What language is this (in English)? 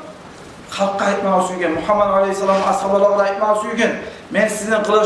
Kumyk